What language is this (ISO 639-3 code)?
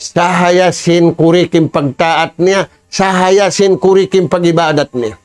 tsg